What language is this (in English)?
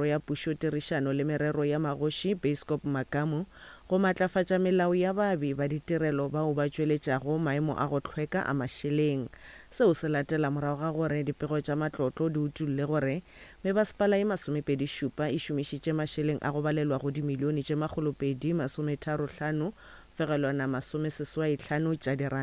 Northern Sotho